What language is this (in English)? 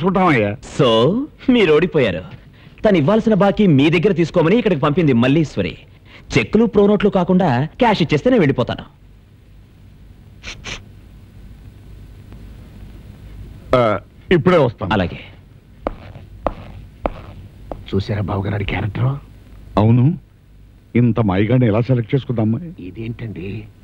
Telugu